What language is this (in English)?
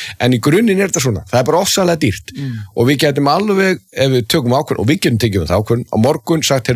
Icelandic